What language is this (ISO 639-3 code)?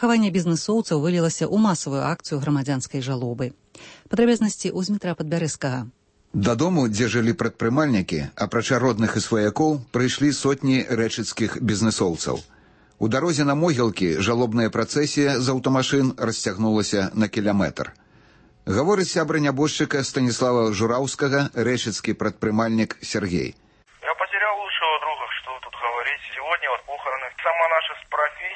bel